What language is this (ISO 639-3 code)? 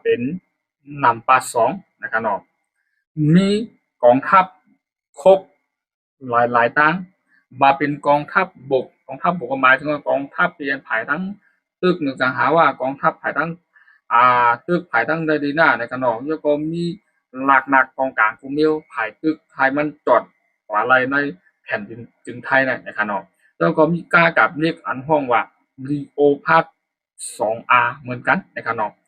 shn